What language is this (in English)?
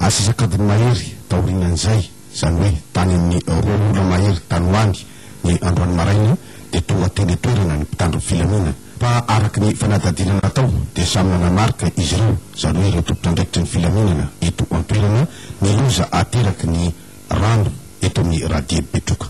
Malagasy